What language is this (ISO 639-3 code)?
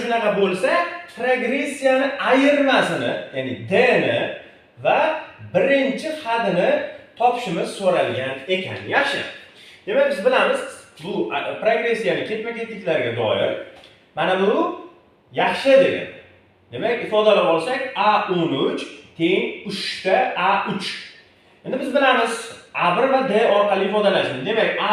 uzb